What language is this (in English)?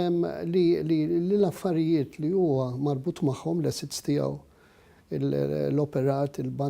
Maltese